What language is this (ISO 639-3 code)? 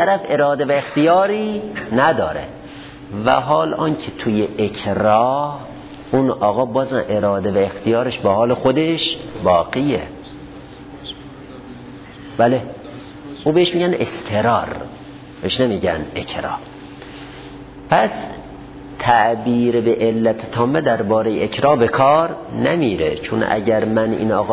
fas